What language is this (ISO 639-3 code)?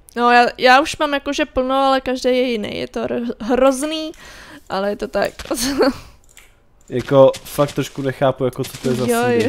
ces